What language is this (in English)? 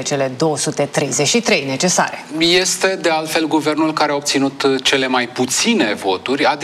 Romanian